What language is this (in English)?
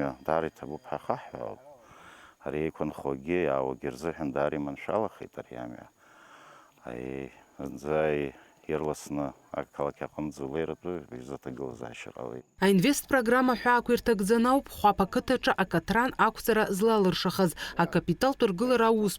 Abkhazian